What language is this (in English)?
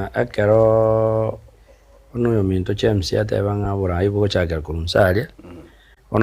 Gusii